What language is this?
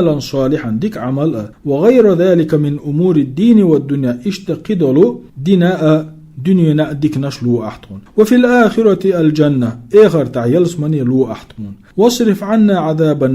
Chechen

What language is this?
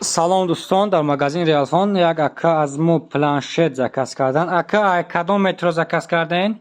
Tajik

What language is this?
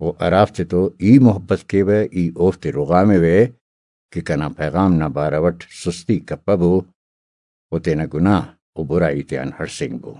Brahui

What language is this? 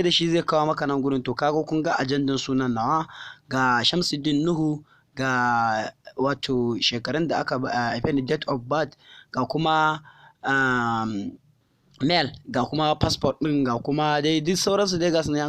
Hausa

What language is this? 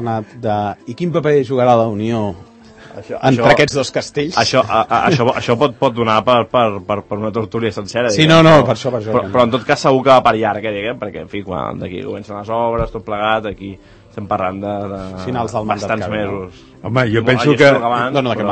Catalan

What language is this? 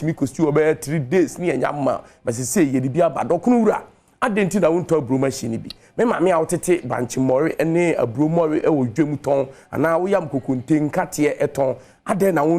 Akan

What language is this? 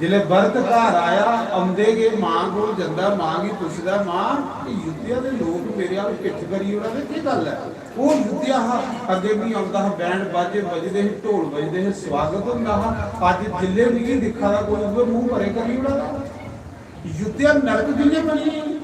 Dogri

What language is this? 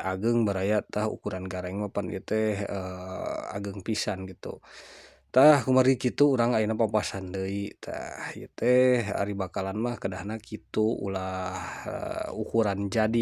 Sundanese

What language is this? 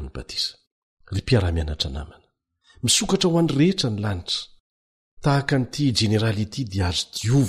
Malagasy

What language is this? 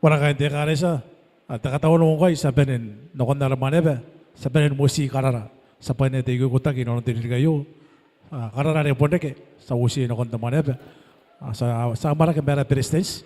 Gilbertese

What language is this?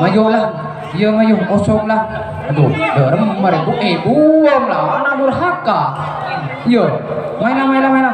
Madurese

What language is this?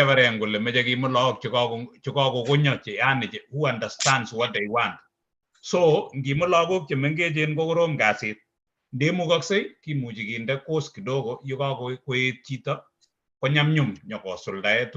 Kalenjin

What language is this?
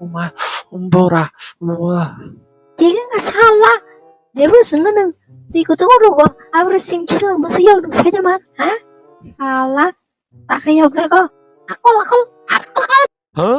Kok Borok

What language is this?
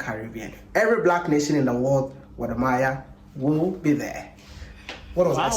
Nigerian Pidgin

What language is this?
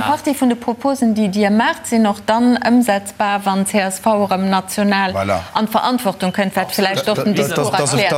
Luxembourgish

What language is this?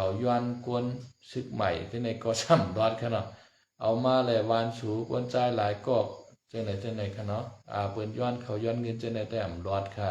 Shan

